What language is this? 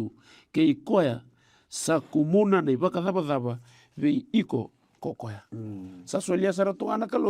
Fijian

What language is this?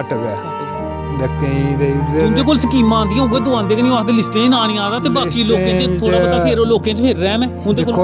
Dogri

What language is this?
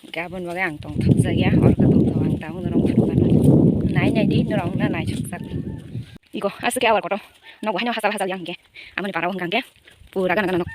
Kok Borok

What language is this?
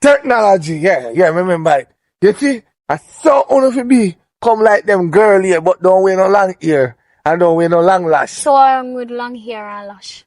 Jamaican Creole English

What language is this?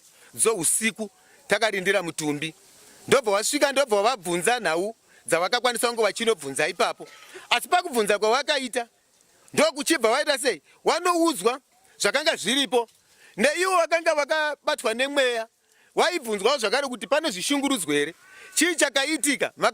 Shona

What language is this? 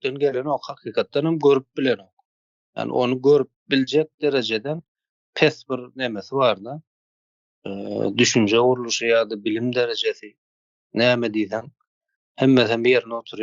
Turkmen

